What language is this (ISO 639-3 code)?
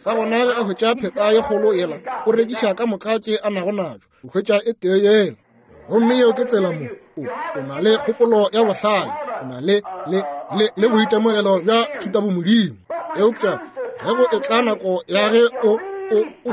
nso